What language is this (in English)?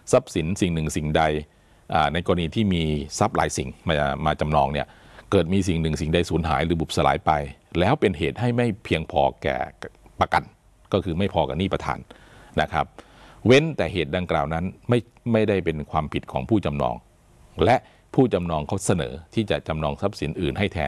Thai